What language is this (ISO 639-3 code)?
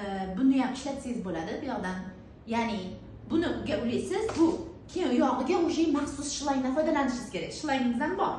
uzb